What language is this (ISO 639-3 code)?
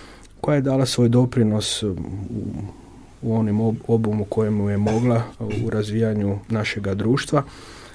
hrv